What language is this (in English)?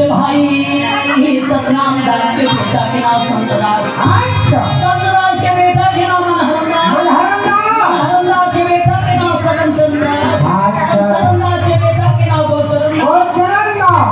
Chhattisgarhi